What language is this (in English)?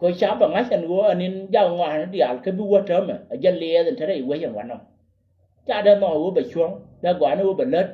Nuer